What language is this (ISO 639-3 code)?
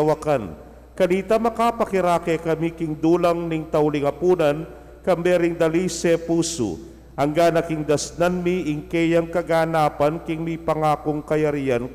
pam